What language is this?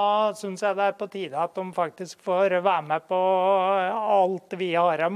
Norwegian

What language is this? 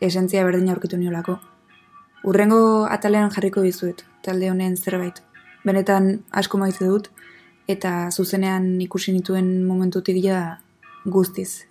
Basque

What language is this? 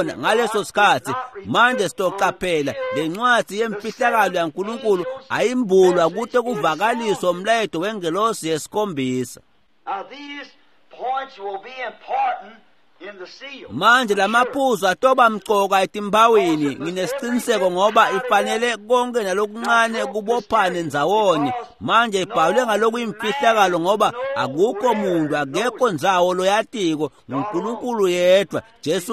Swati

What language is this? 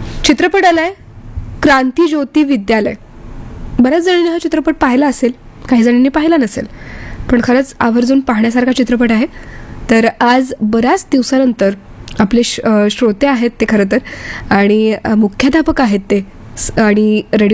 Marathi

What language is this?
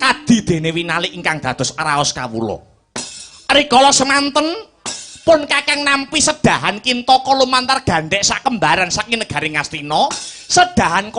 Javanese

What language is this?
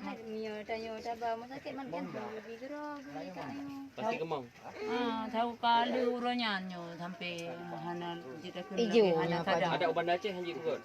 Achinese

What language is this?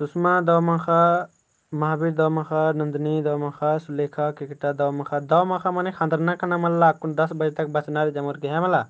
Kurukh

